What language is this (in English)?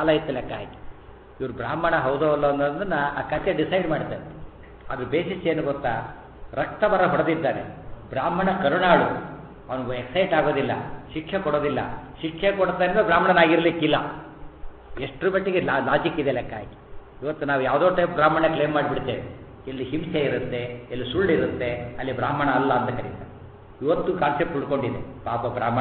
Kannada